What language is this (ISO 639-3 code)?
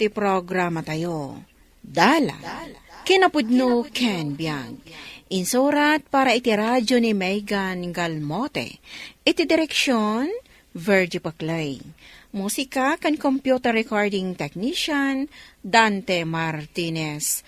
ilo